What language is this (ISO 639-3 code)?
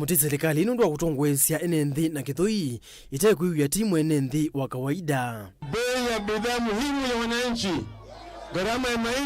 kam